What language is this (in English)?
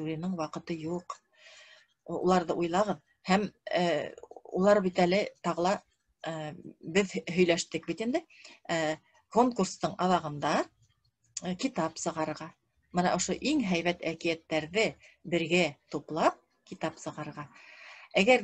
Bashkir